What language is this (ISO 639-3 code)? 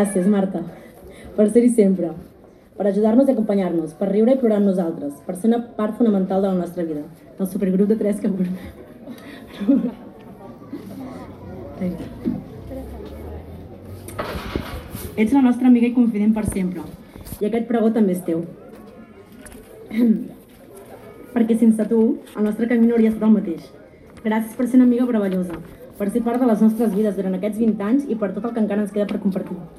cat